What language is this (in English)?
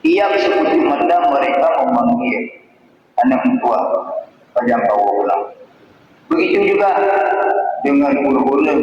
Achinese